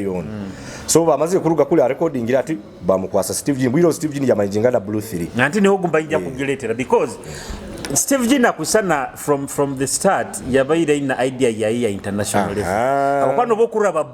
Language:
Nyoro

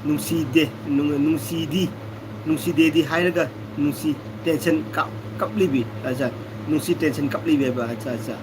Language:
Manipuri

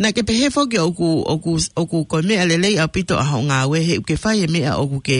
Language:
Tongan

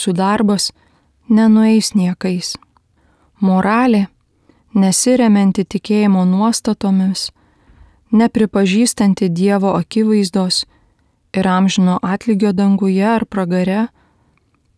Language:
Lithuanian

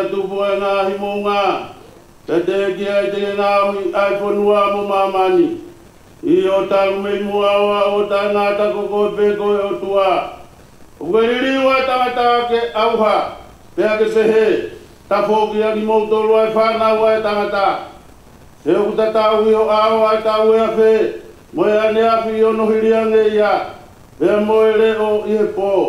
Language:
Tongan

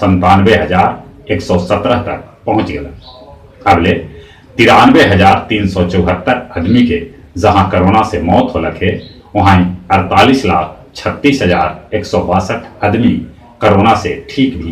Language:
Magahi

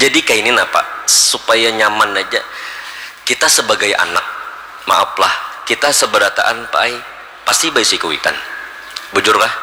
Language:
Banjar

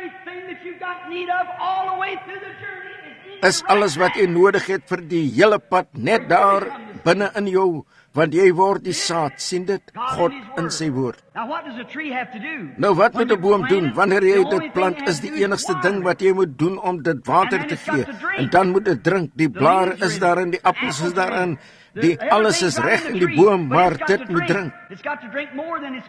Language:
Afrikaans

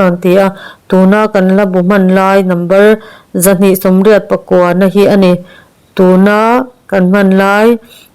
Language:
Mizo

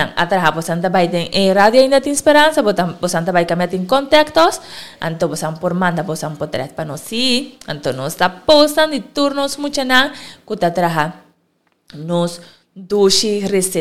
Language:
Papiamento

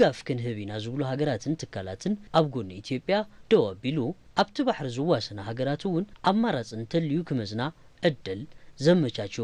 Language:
Tigrinya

